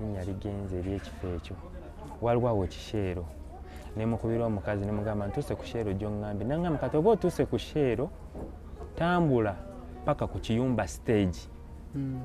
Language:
Ganda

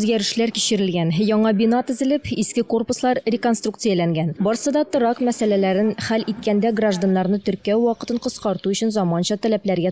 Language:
Tatar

